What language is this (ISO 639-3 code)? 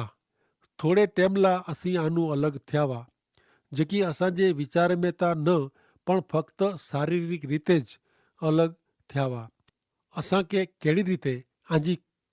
kfr